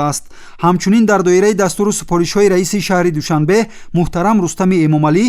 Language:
Tajik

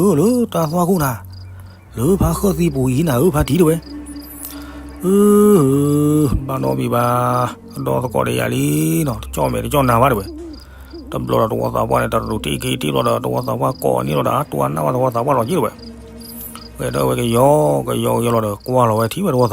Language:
S'gaw Karen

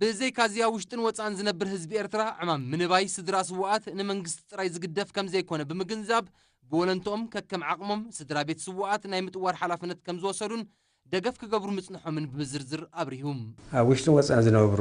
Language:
Tigrinya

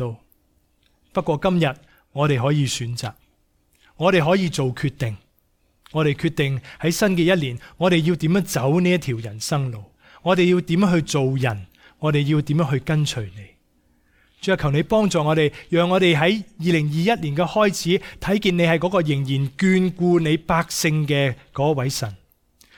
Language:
Cantonese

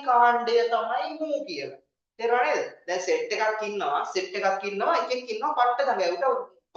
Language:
Sinhala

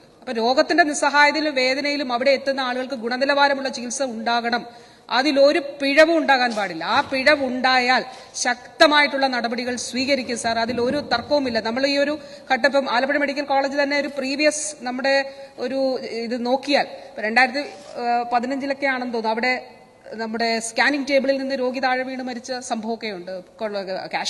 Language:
Malayalam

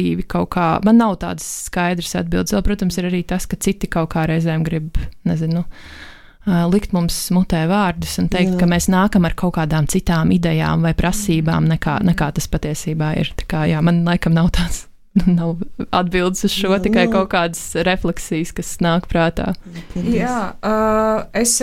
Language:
Latvian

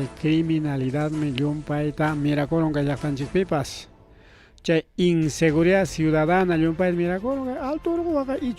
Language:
Ayacucho Quechua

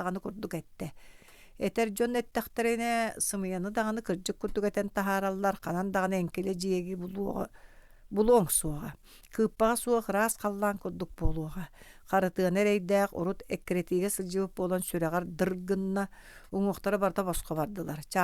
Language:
Yakut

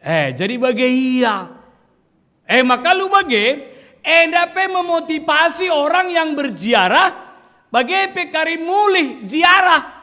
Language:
Batak Karo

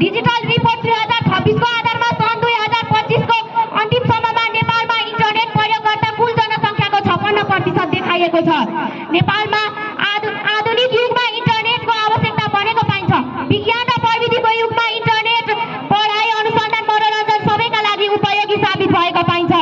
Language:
Nepali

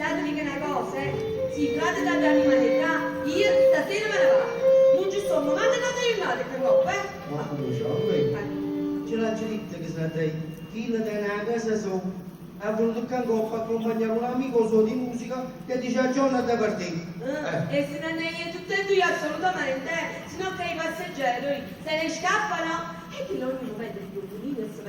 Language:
Neapolitan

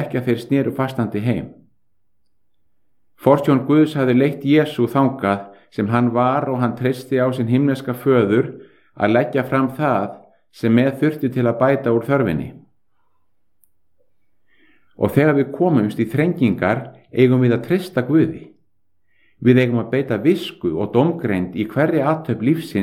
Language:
Icelandic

